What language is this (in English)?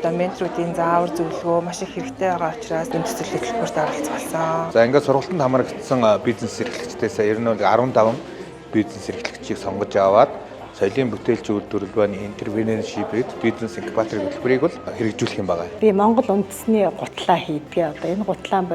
Mongolian